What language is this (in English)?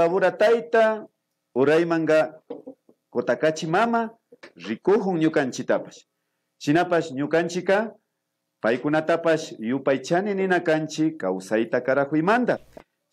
Imbabura Highland Quichua